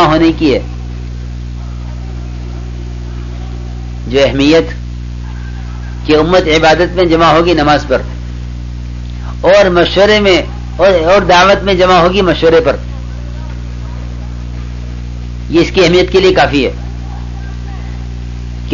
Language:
Urdu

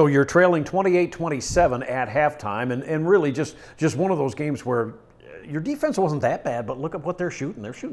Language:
English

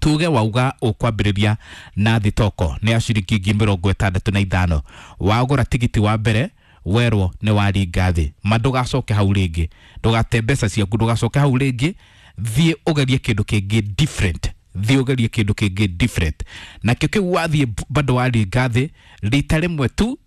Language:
Kikuyu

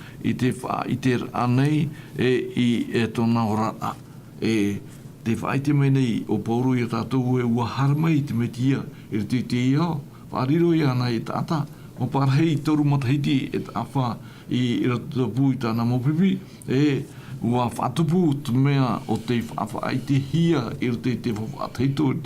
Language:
Tahitian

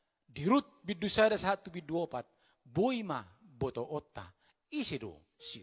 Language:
Batak Toba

